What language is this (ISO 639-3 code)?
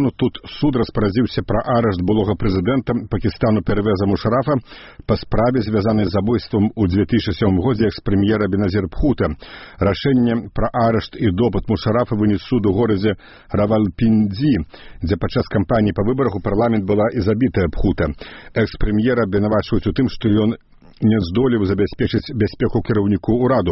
bel